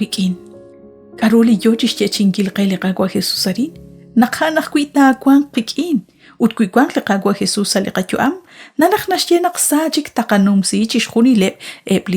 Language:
Kekchí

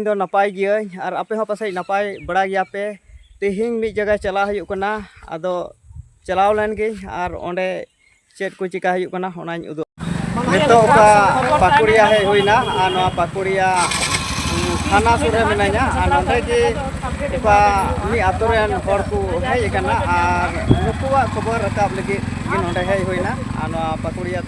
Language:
Santali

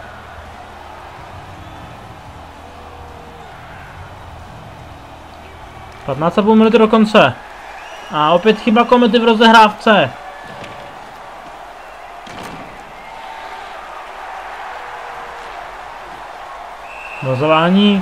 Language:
Czech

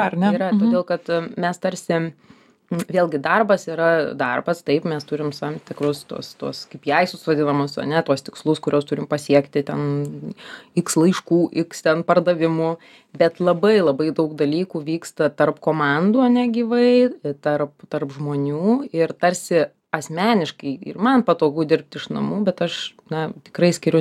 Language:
Lithuanian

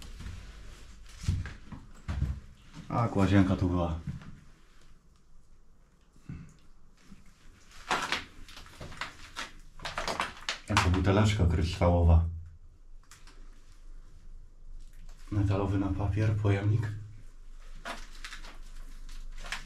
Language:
Polish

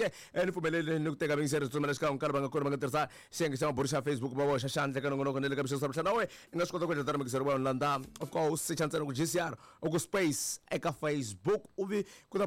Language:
Tsonga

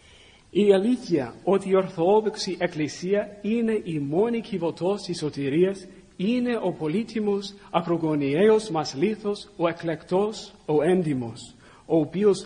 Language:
Greek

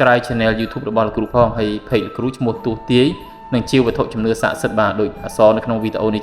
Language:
Khmer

